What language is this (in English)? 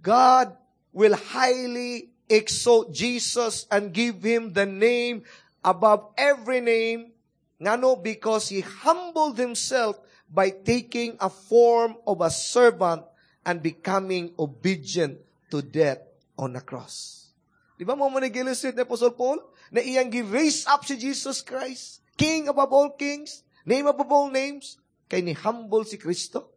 Cebuano